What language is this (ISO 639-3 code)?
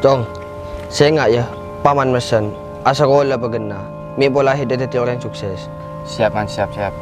mad